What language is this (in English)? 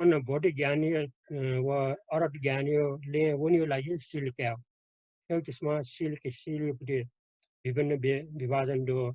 Newari